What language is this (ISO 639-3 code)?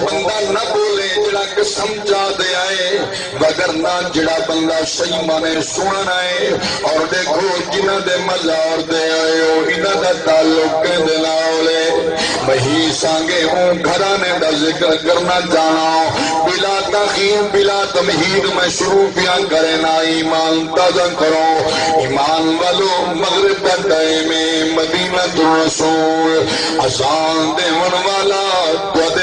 skr